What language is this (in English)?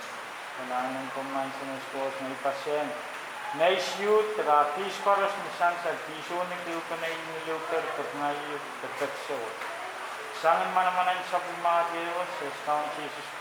Pohnpeian